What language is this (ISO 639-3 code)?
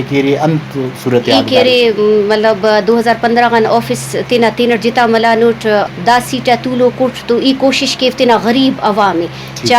brh